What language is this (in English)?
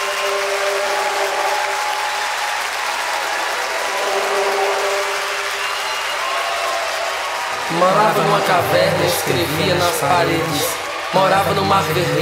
Portuguese